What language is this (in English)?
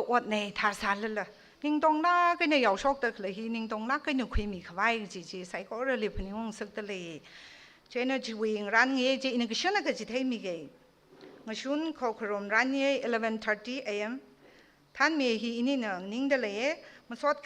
Tangkhul Naga (India)